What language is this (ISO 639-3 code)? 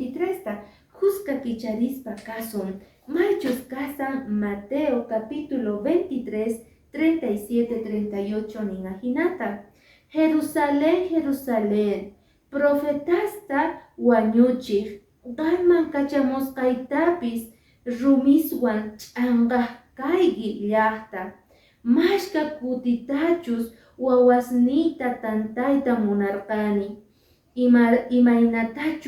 que